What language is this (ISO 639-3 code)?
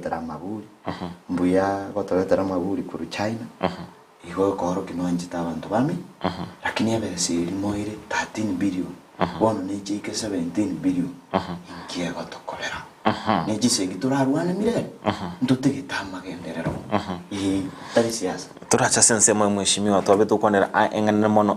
guz